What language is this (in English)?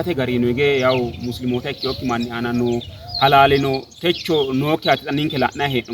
Sidamo